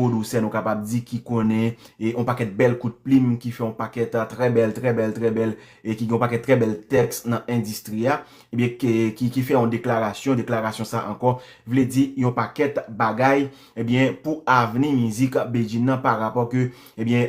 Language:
Haitian Creole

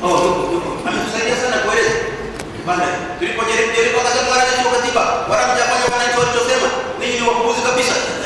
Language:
Swahili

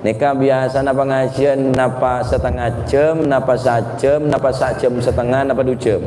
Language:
Madurese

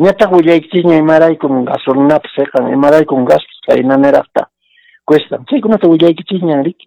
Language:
Quechua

